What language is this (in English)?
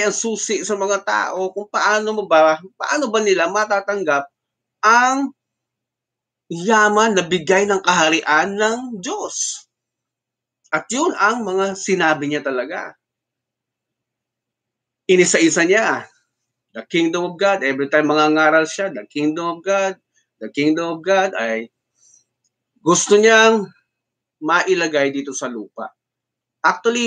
Filipino